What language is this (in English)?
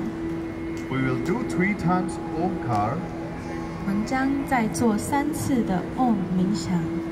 Chinese